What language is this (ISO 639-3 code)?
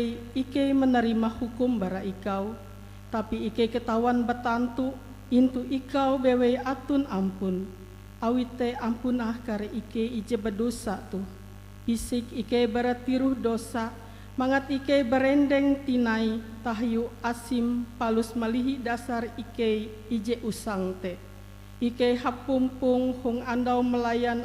nij